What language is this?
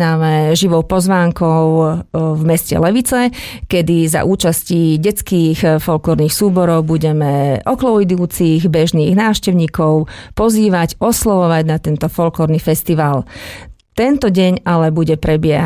Slovak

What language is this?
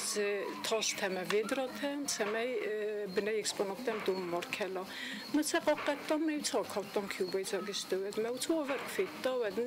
Ossetic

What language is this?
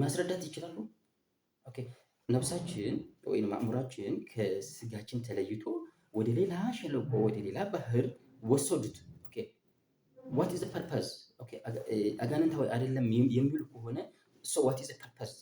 Amharic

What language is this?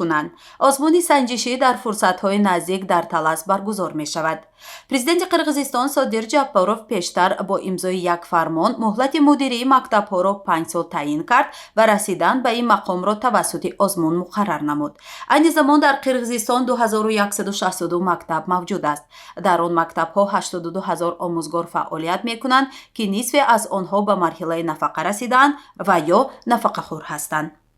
Tajik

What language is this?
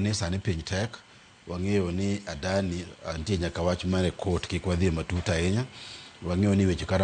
Luo (Kenya and Tanzania)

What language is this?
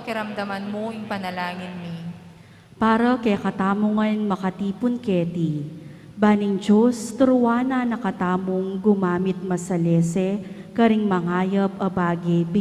Pampanga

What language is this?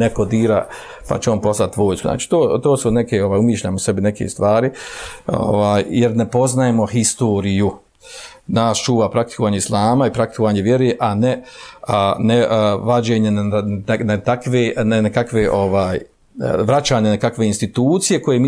Bosnian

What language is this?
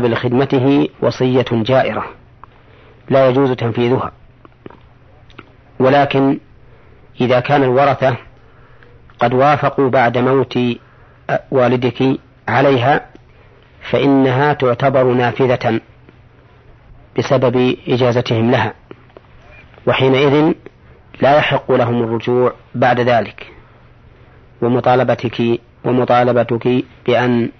Arabic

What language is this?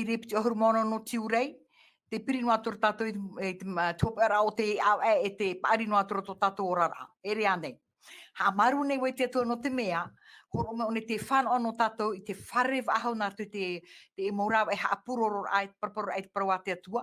Tahitian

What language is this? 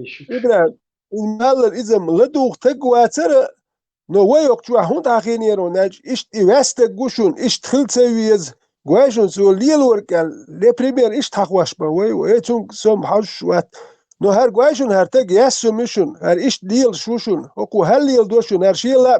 Chechen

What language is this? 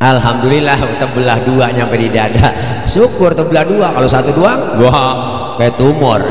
Betawi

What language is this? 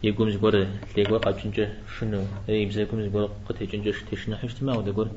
Kabardian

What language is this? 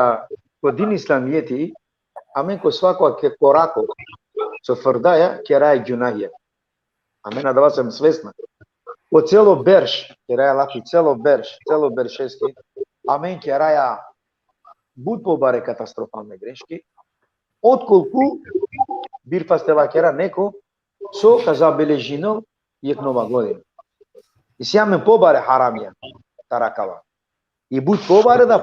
Balkan Romani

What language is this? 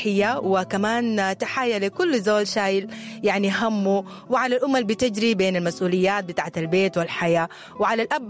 Sudanese Arabic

